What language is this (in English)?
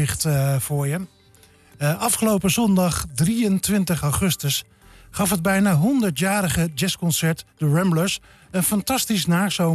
Dutch